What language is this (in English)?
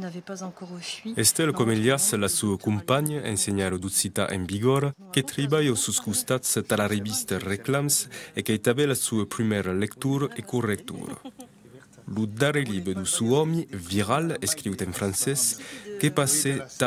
Occitan